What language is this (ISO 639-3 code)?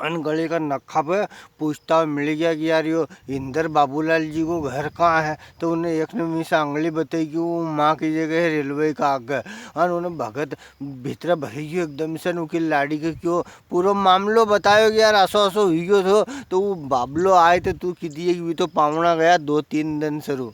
raj